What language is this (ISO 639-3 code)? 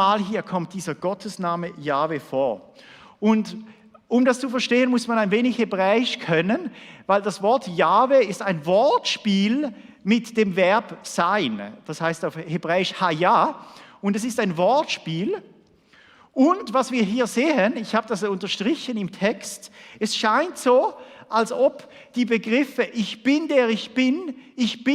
gsw